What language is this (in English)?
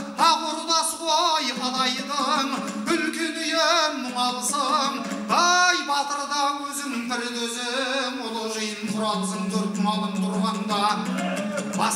Kazakh